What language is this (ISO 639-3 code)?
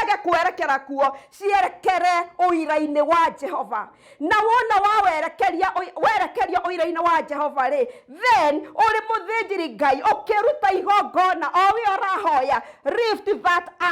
kik